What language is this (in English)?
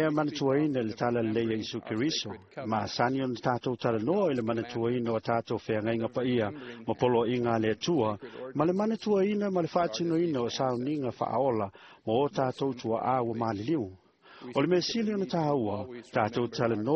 Samoan